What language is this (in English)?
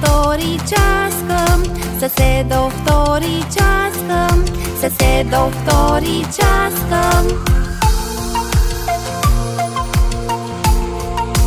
Romanian